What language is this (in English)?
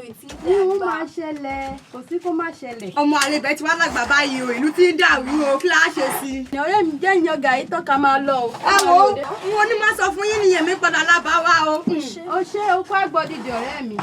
Yoruba